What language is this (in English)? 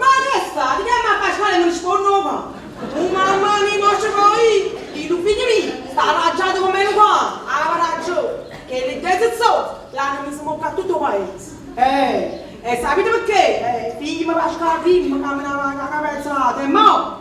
Neapolitan